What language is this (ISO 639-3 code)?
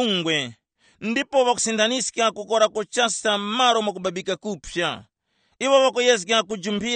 tum